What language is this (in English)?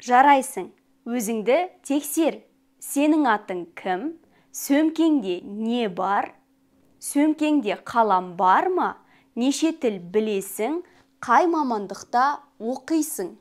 Kazakh